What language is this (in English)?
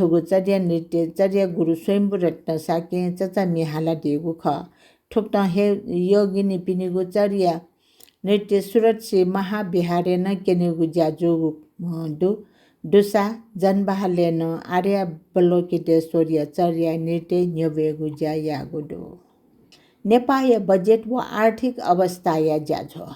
Newari